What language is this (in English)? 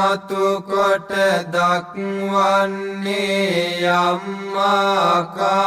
Sinhala